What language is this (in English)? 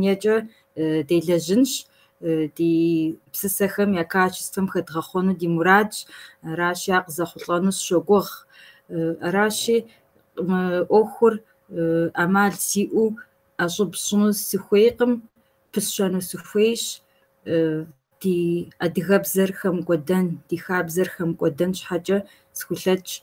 Kabardian